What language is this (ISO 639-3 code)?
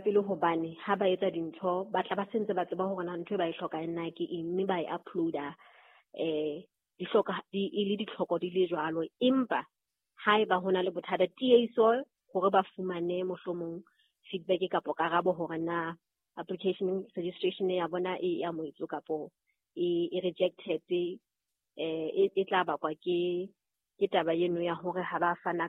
sot